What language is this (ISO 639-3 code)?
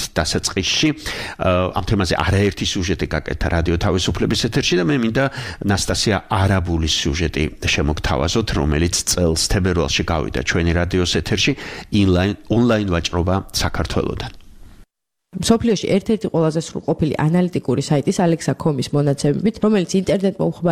kat